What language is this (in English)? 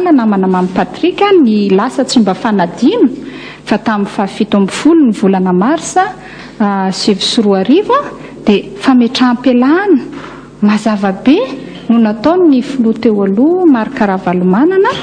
Malagasy